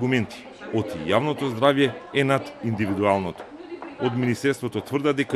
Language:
Macedonian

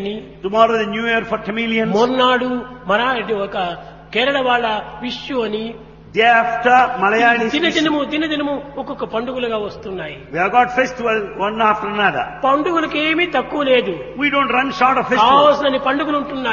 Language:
Telugu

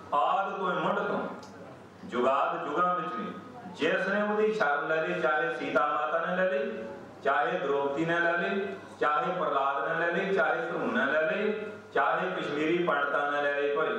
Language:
Punjabi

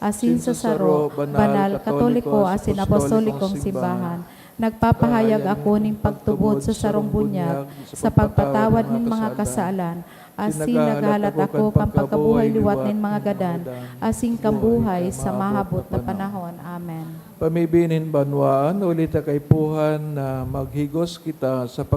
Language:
Bikol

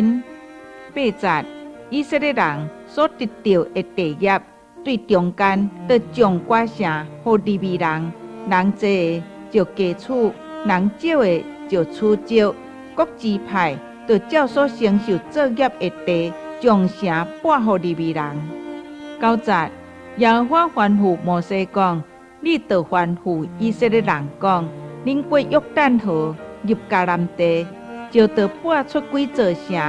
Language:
Min Nan Chinese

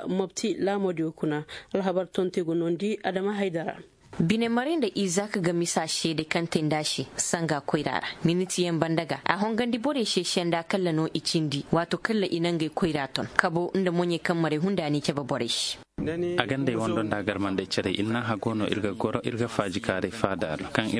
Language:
Zarma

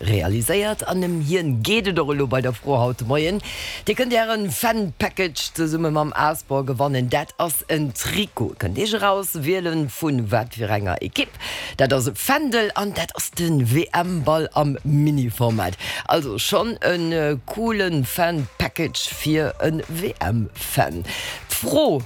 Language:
Luxembourgish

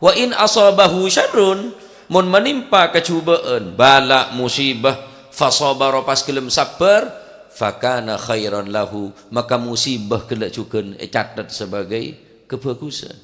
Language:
Madurese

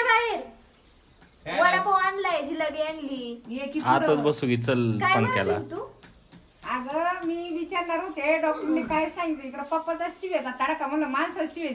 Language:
Marathi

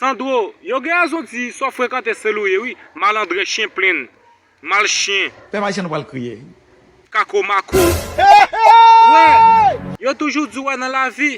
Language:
Haitian Creole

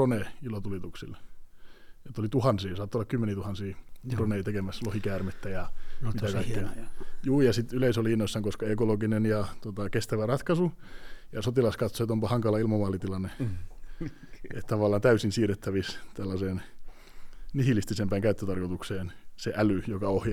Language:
Finnish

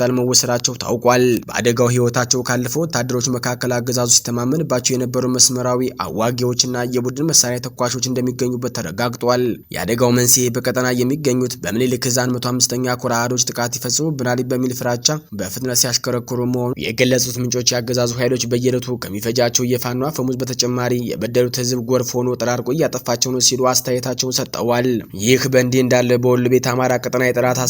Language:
Amharic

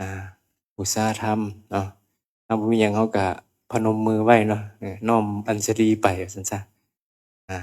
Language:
Northeastern Thai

